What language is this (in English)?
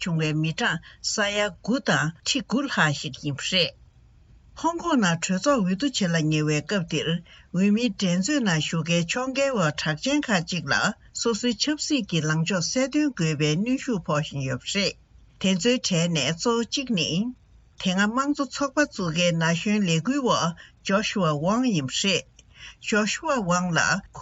Tibetan